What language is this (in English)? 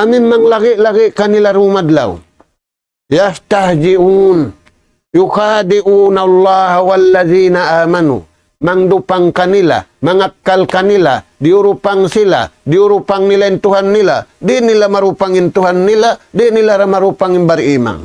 Tausug